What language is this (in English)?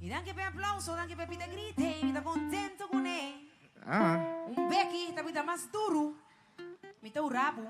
Papiamento